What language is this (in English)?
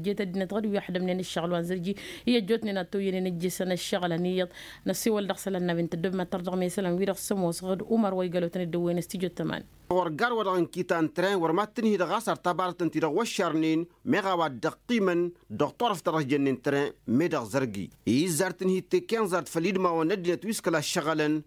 Tamasheq